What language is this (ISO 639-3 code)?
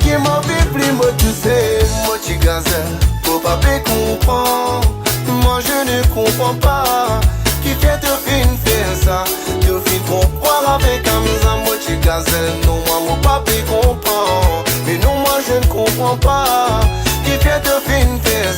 rcf